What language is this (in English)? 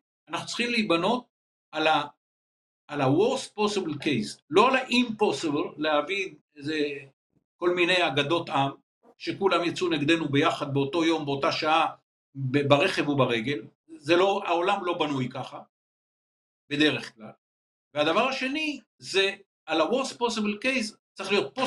Hebrew